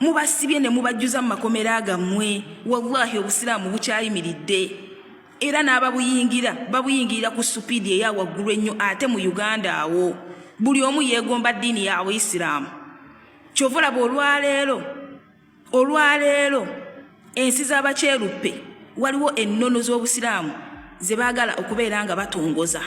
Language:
Ganda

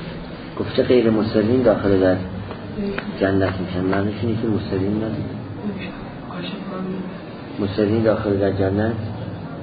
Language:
Persian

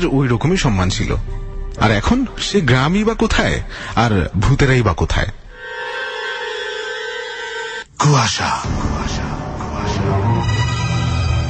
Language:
Bangla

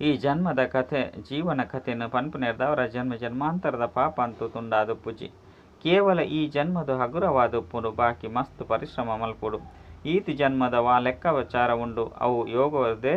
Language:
Tulu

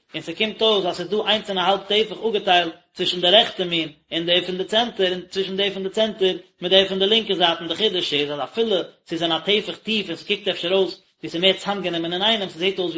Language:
Yiddish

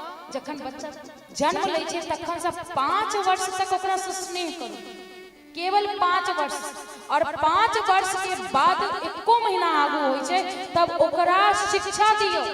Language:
Maithili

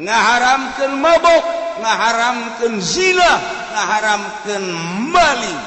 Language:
Sundanese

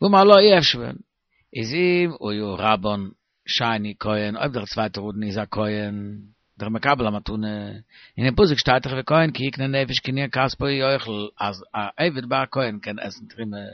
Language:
Yiddish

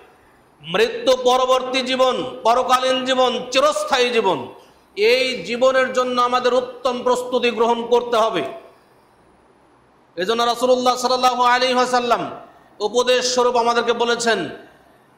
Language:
Bangla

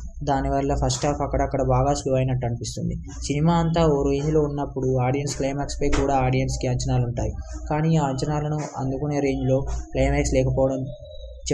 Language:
Telugu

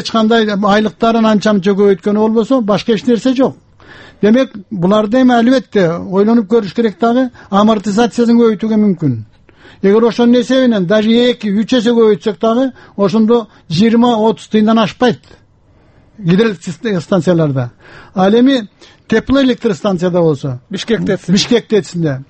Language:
Kyrgyz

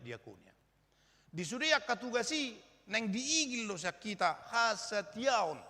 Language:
Batak Toba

